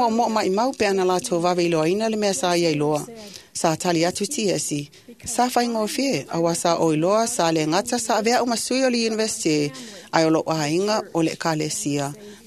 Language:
Samoan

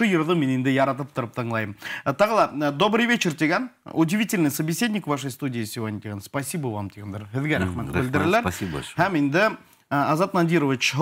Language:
Bashkir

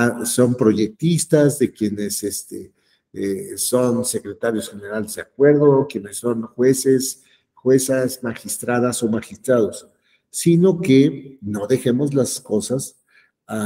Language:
Spanish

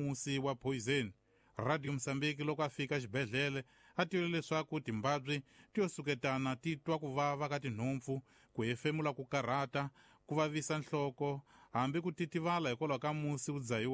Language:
Tsonga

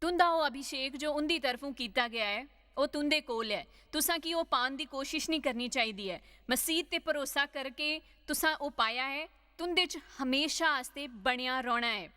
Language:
Dogri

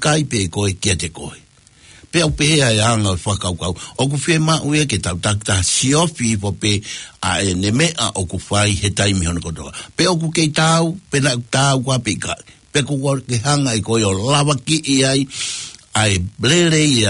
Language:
Tongan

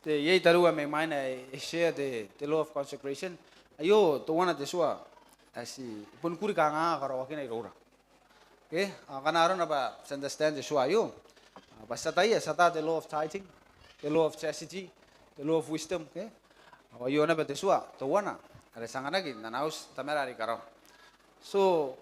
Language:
Gilbertese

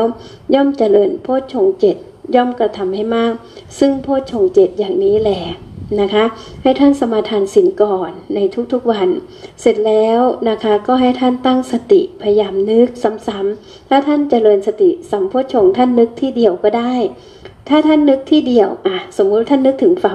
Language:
Thai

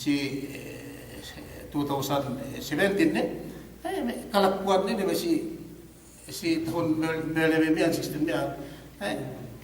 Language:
Yakan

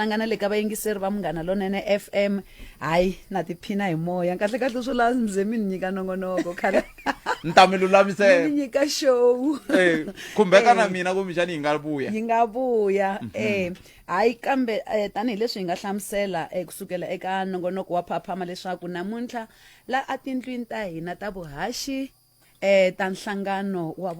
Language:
Tsonga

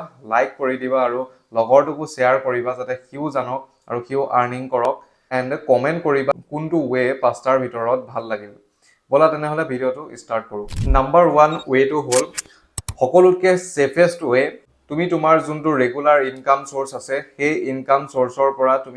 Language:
Assamese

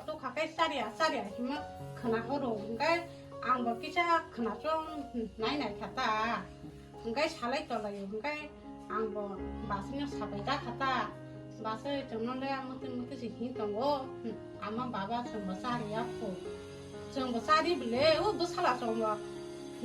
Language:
Kok Borok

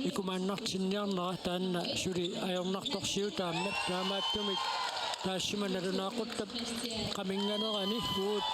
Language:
Kalaallisut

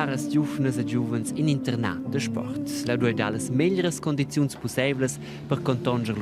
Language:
Romansh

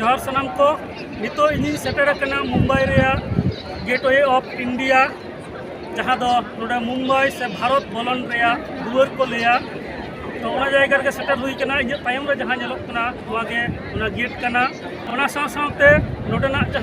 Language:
Santali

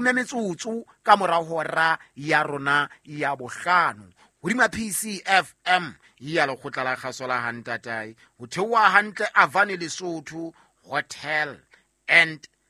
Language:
Southern Sotho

